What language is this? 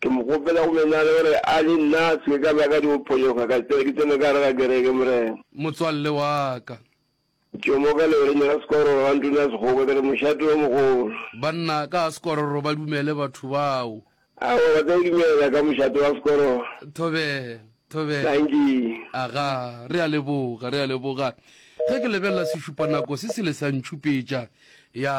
Northern Sotho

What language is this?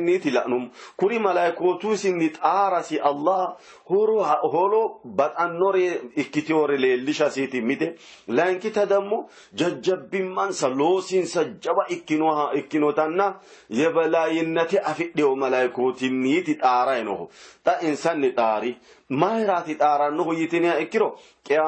Sidamo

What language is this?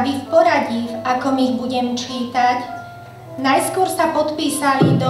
Slovak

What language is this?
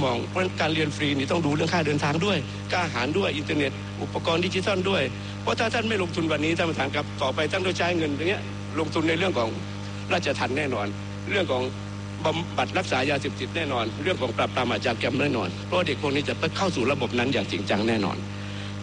Thai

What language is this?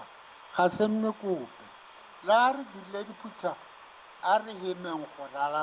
Tswana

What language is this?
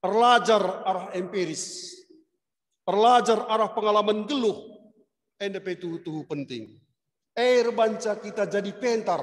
Batak Karo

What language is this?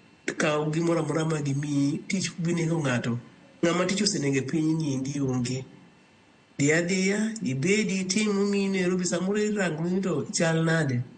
Luo (Kenya and Tanzania)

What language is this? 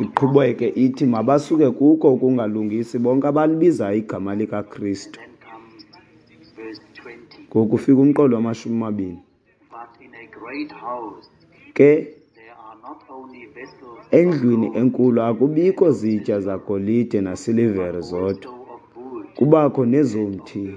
Xhosa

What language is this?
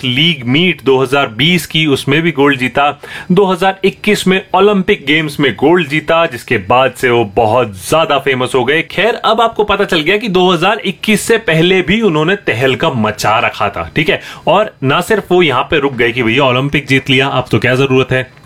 Hindi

